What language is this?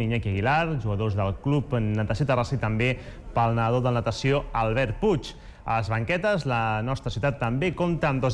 Catalan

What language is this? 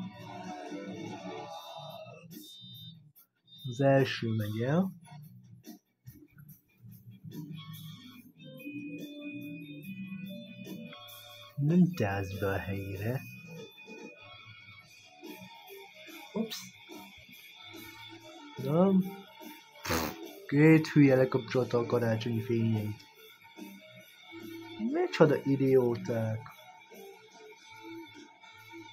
Hungarian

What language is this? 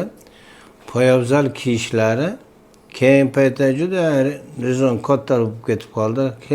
Uzbek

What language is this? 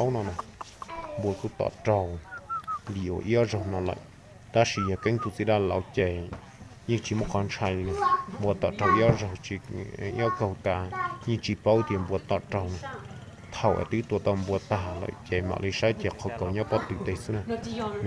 Hmong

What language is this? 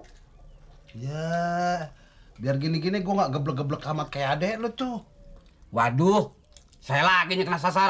Betawi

